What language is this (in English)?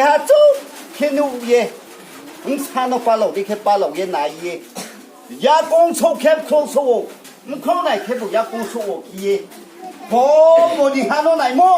Riang (India)